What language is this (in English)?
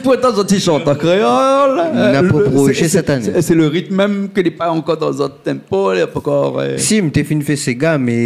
Réunion Creole French